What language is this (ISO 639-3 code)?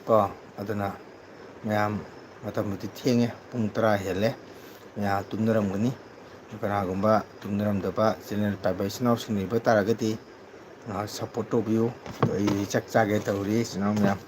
mni